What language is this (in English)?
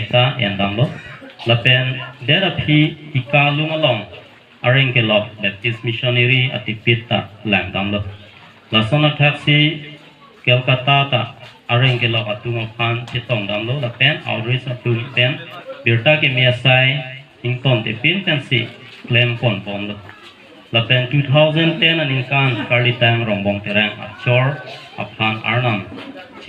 Karbi